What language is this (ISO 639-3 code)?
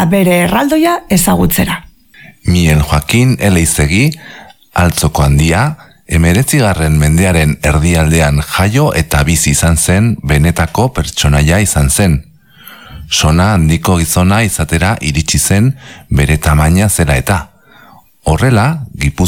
eus